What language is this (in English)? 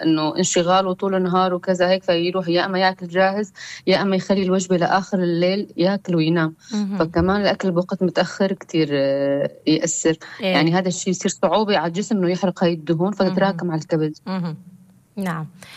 North Levantine Arabic